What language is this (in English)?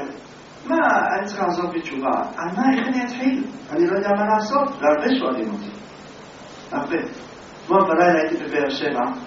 Hebrew